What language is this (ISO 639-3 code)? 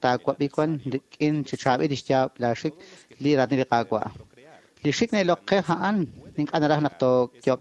kek